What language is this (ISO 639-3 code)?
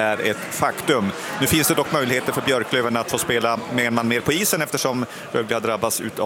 swe